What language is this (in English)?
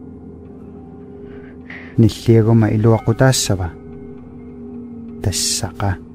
Kalaallisut